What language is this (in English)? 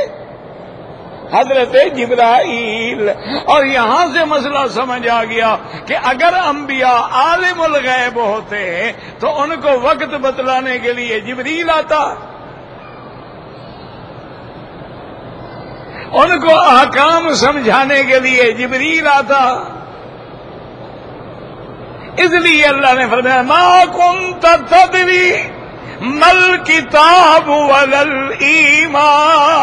Urdu